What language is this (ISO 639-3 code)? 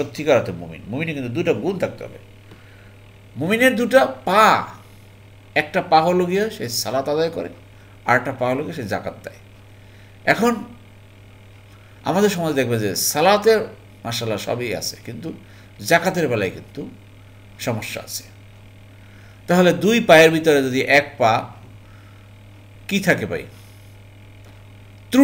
ben